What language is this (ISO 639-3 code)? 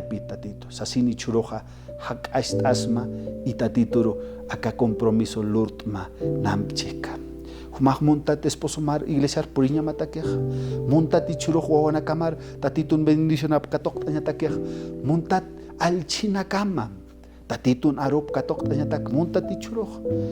aym